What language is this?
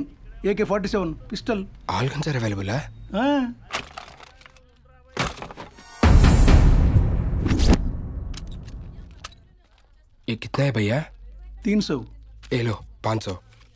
Telugu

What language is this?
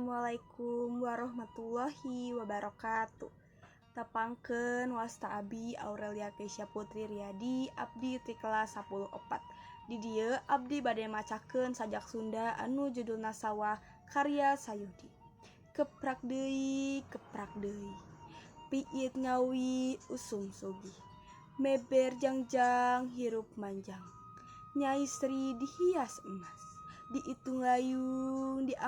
Sundanese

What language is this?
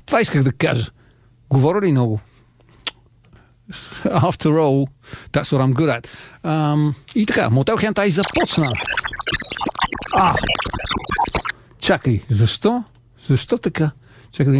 Bulgarian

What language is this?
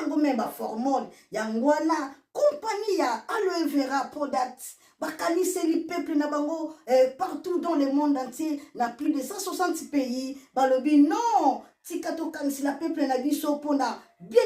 Lingala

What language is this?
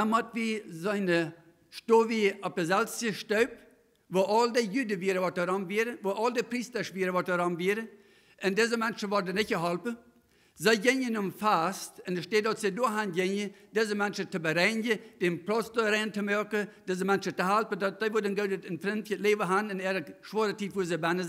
Plautdietsch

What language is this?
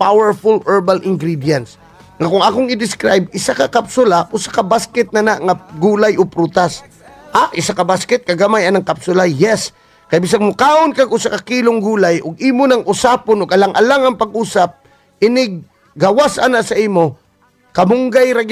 Cebuano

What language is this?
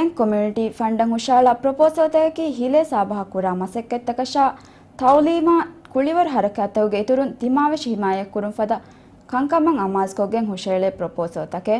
Divehi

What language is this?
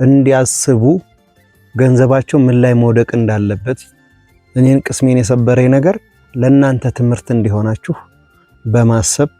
Amharic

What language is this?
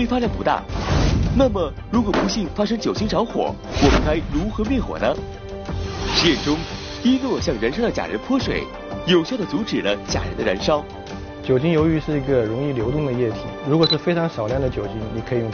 Chinese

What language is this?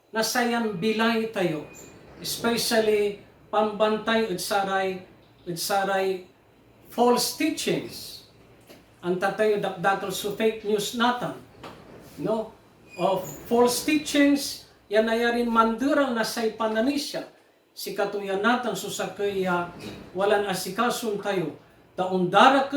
Pangasinan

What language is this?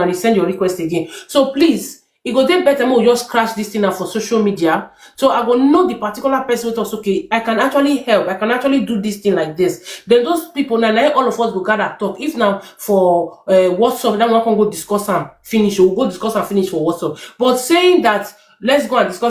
Nigerian Pidgin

